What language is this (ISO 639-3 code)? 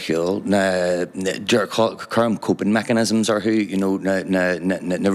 gle